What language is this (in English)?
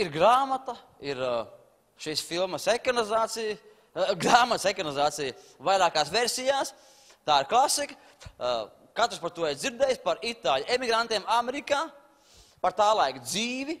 Latvian